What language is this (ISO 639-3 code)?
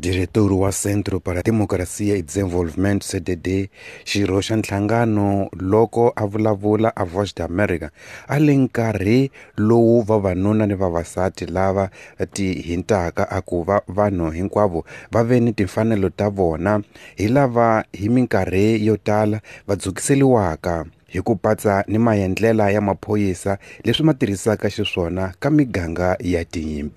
tso